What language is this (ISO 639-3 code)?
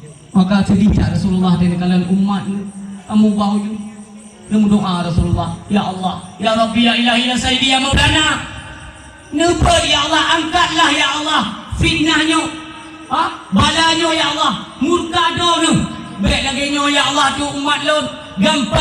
ace